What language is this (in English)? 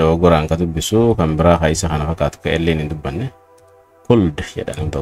Oromo